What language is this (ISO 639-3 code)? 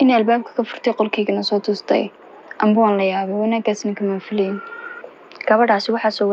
som